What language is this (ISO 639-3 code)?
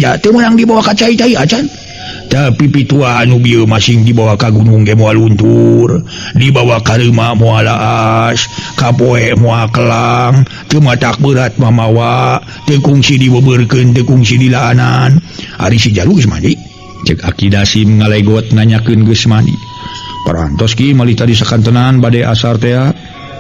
sun